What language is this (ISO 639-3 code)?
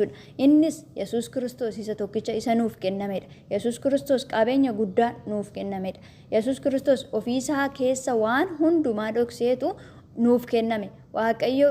orm